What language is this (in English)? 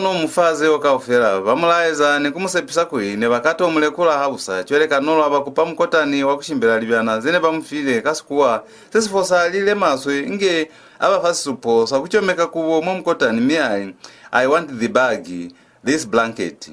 Lozi